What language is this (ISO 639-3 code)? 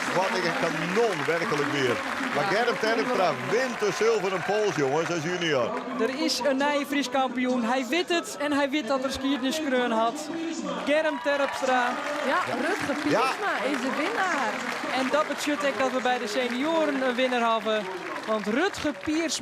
fry